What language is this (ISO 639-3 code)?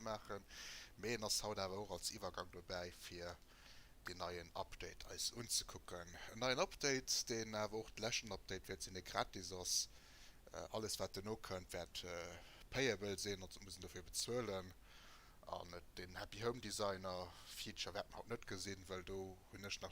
ltz